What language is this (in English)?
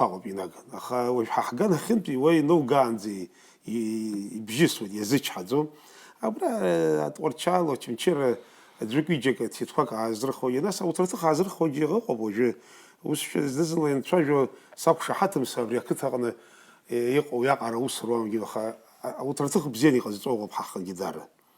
Abkhazian